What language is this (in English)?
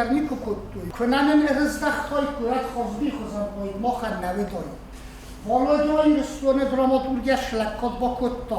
Ossetic